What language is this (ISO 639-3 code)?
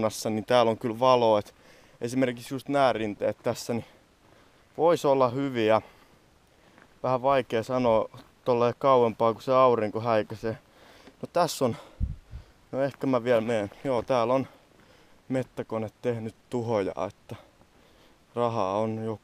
fin